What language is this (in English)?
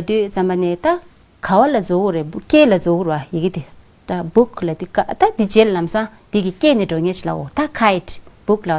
Tibetan